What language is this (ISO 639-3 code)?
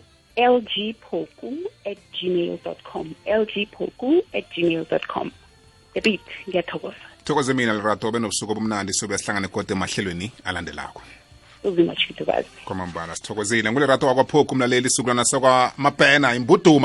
nbl